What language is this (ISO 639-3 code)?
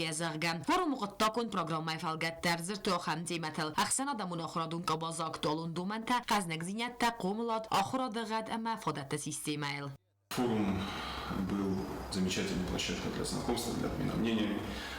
oss